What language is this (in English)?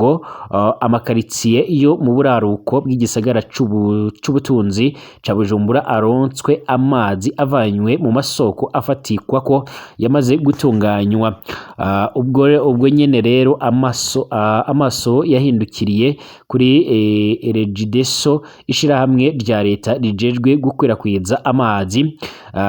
Rundi